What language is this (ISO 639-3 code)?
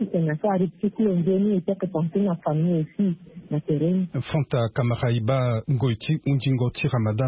sag